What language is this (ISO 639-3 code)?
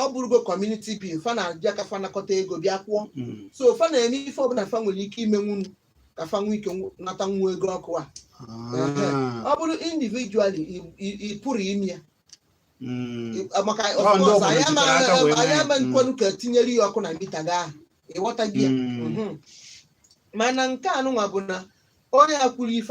ibo